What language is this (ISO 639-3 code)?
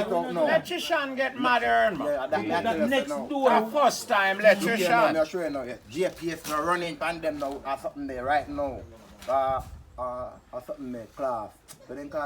jam